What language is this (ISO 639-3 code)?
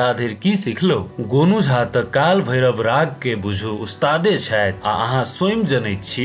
mai